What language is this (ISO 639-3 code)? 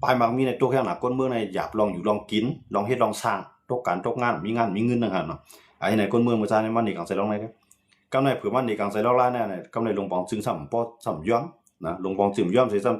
shn